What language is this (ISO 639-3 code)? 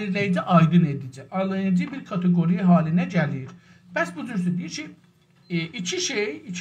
azb